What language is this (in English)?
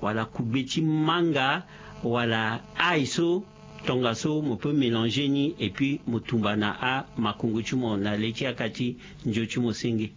Sango